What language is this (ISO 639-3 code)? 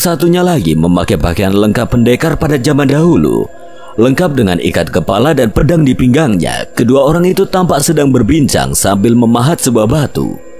ind